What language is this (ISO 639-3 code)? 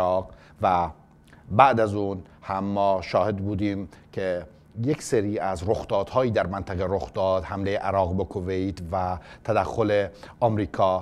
fas